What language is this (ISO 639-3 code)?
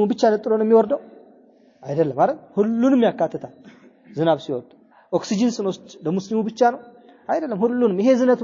amh